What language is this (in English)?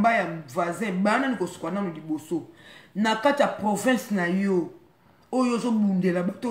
Lingala